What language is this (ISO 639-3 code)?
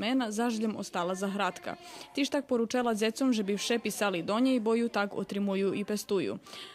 rue